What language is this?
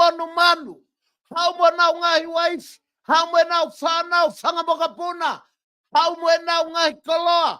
Tongan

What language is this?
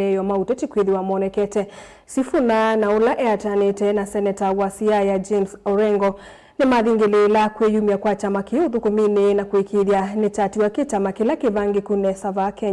Kamba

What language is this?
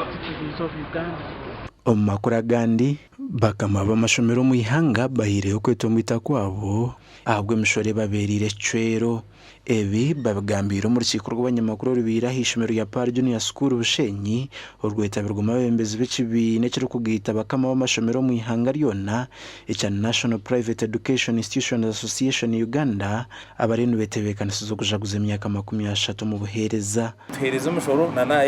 Nyankole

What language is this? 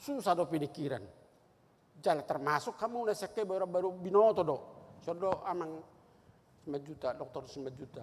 Batak Toba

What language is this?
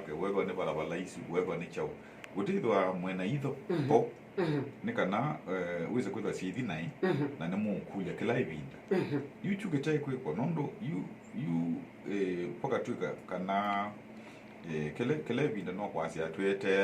Kamba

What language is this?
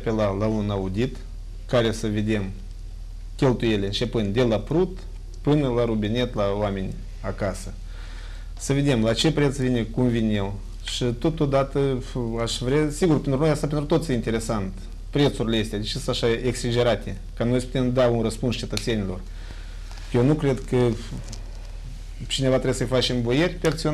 Romanian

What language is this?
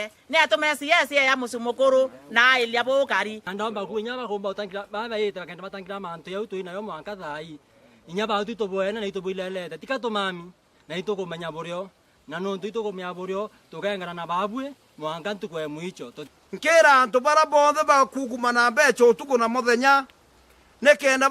Meru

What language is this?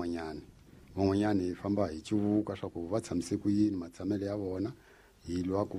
Tsonga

